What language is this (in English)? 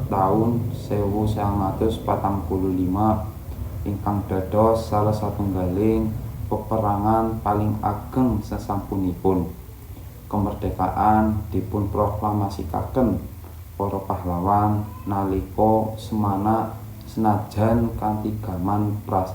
Javanese